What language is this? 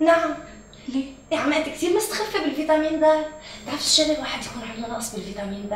North Levantine Arabic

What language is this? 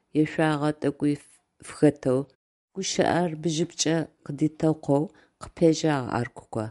Adyghe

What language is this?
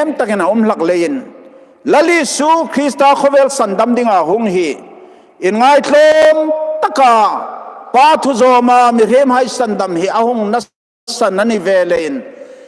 Hmar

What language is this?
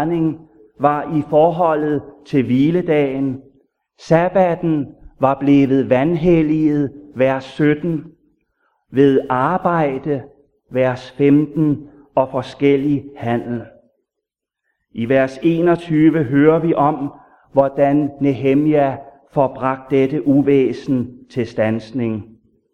Danish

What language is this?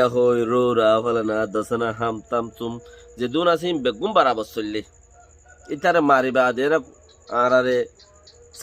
Rohingya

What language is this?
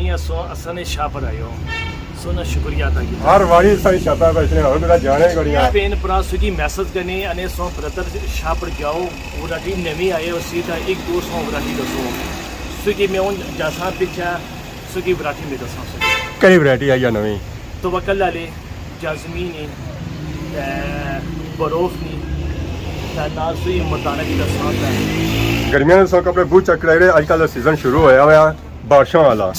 Pahari-Potwari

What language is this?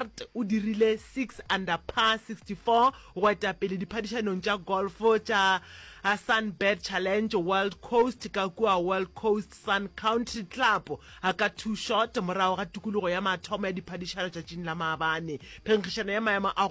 Northern Sotho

